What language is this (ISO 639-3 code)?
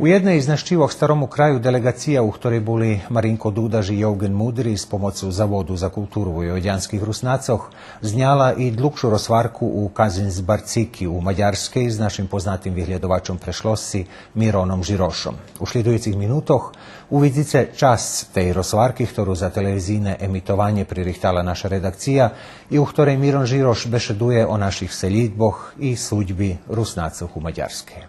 rue